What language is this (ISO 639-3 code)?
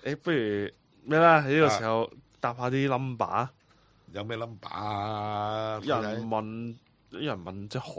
yue